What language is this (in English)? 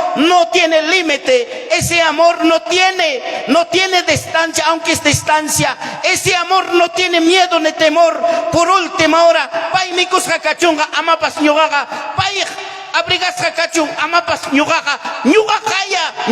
Ayacucho Quechua